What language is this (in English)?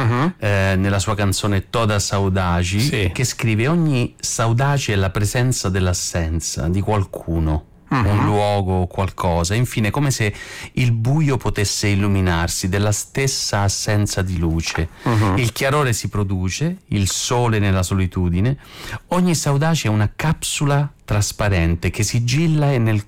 Italian